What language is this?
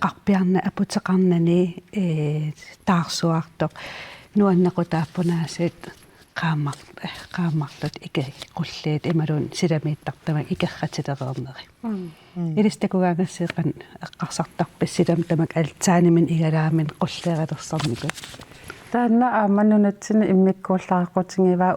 Kalaallisut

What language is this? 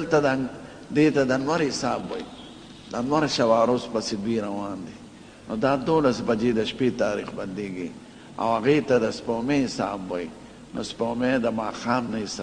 Pashto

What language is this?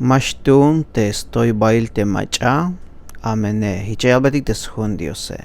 Tzeltal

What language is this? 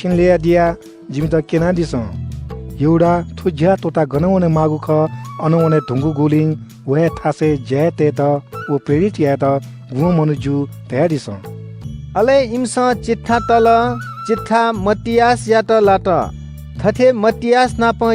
Newari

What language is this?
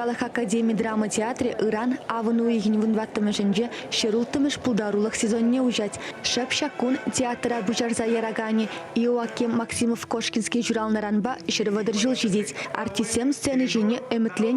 Chuvash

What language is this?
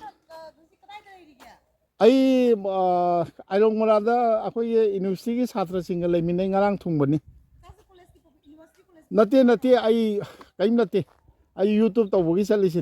Manipuri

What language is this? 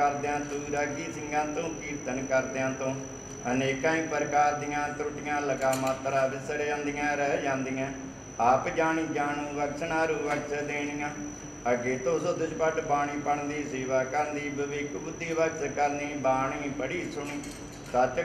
Punjabi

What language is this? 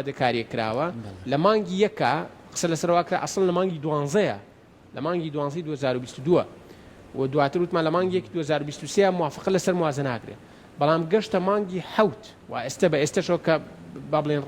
Central Kurdish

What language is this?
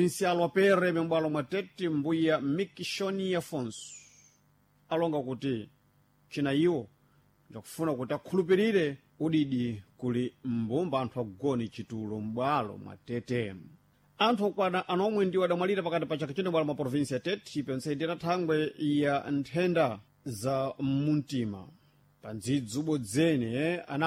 Sena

